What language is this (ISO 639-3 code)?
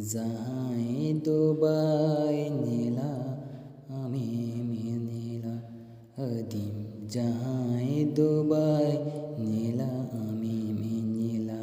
sat